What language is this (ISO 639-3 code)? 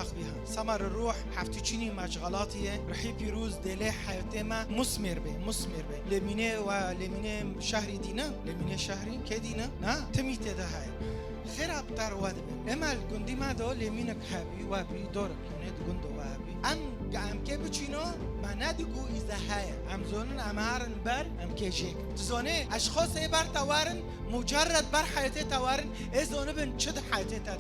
kur